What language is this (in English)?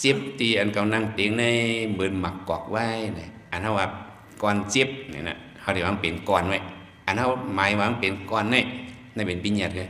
Shan